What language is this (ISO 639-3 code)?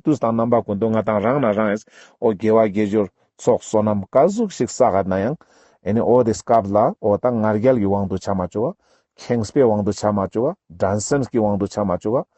lbj